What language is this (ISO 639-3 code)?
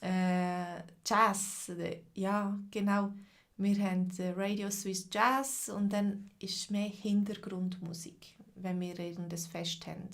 gsw